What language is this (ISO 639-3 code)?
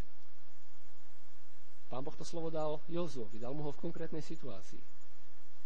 slk